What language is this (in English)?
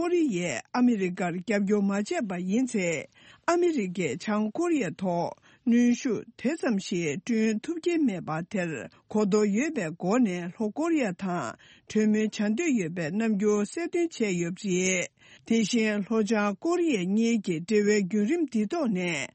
Tibetan